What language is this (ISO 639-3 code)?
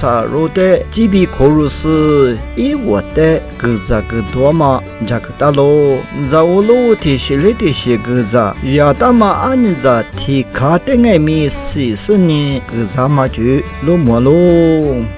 lis